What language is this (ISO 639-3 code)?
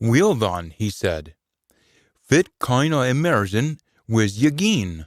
sco